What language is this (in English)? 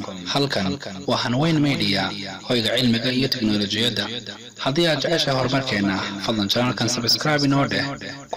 Somali